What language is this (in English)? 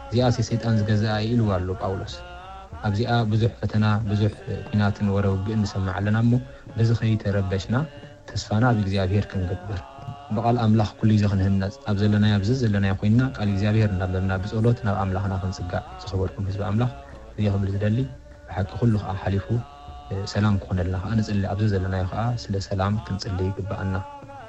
Tigrinya